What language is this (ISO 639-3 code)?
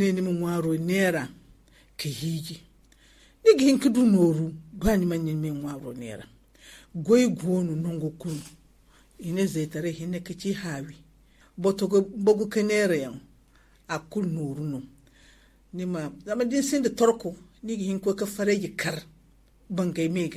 dje